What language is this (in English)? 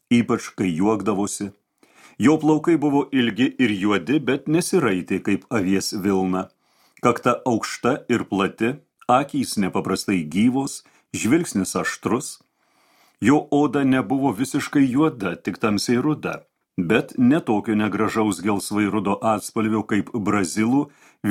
Lithuanian